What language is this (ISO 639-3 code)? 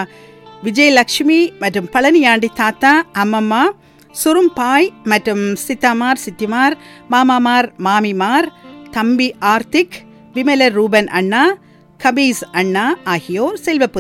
tam